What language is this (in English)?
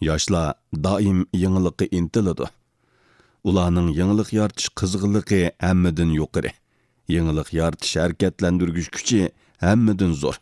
Uyghur